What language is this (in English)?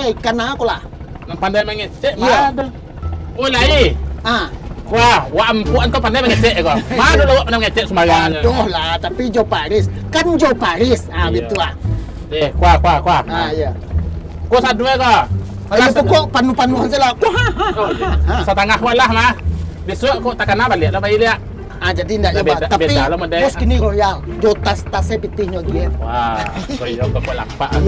Minangkabau